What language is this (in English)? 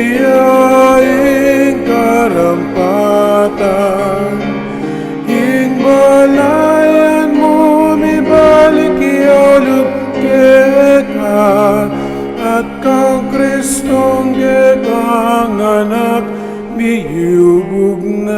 Pampanga